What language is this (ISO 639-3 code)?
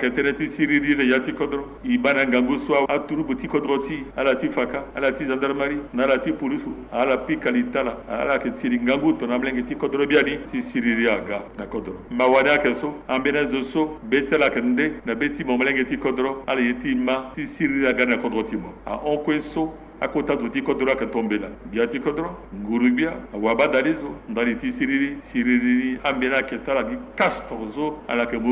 sag